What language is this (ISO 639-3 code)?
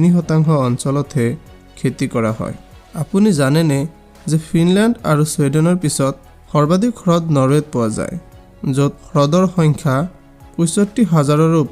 asm